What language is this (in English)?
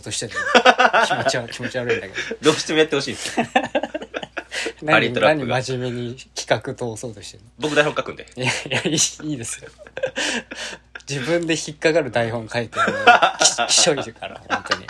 Japanese